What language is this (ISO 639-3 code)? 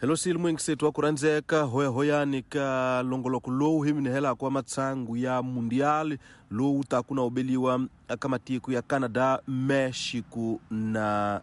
tso